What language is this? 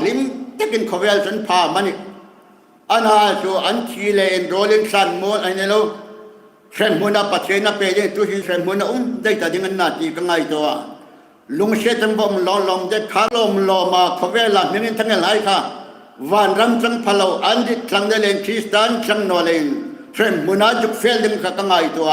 Hmar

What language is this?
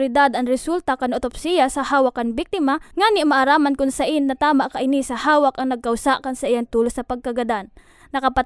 Bikol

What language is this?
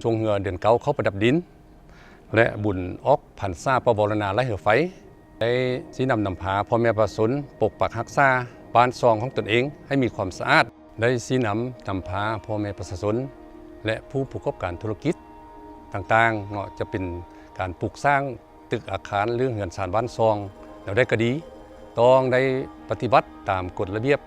Lao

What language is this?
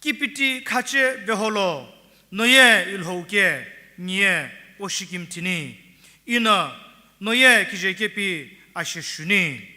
Sumi Naga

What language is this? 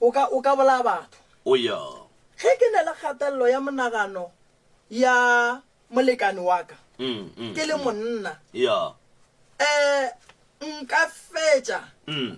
Northern Sotho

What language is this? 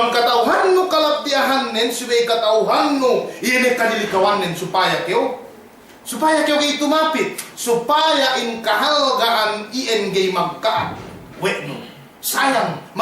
Yakan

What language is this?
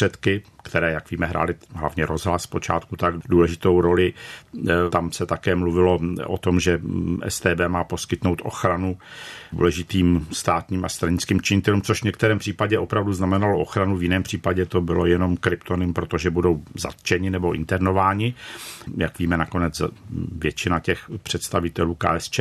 Czech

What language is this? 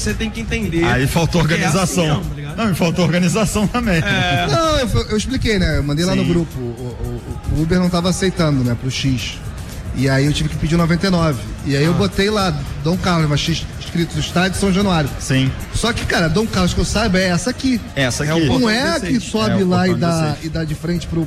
Portuguese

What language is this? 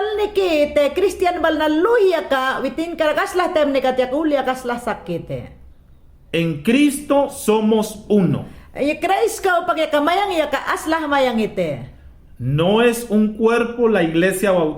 Mayangna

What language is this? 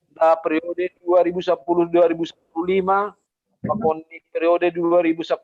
Batak Simalungun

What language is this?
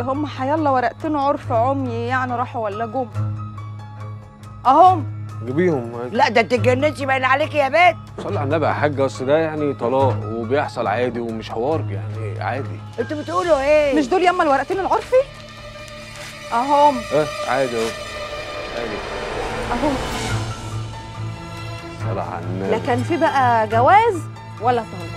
Egyptian Arabic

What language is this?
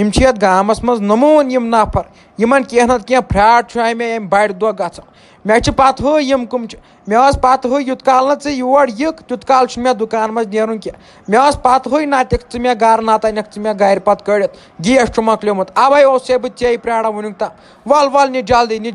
Kashmiri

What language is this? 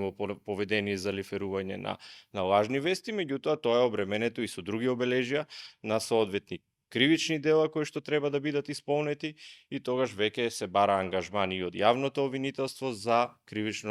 Macedonian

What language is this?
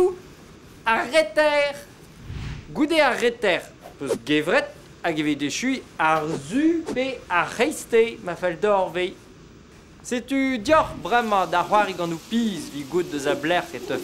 Breton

